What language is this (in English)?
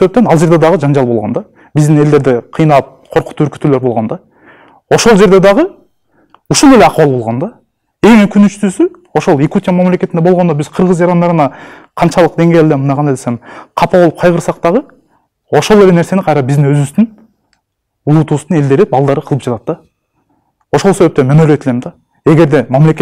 Kyrgyz